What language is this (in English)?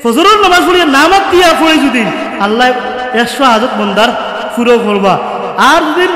Sylheti